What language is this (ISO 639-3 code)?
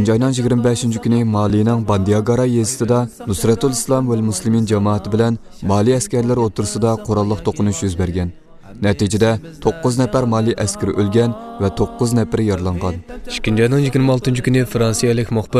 uig